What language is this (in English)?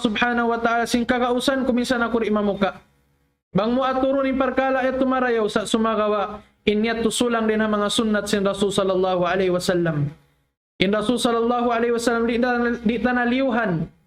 Tausug